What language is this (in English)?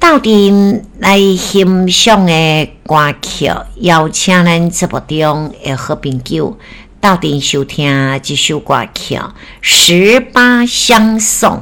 Min Nan Chinese